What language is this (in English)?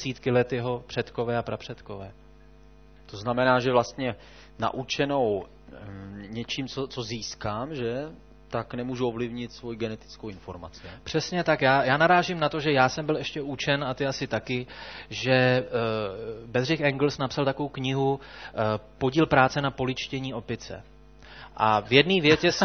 Czech